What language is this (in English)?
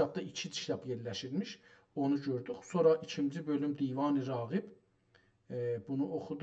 South Azerbaijani